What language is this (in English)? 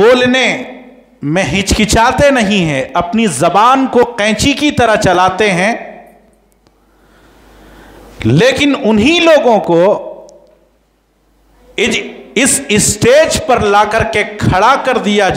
Urdu